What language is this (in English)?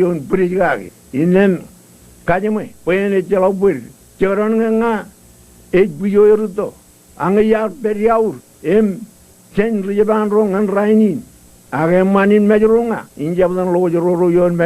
Marshallese